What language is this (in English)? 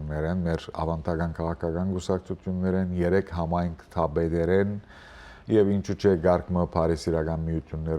Western Armenian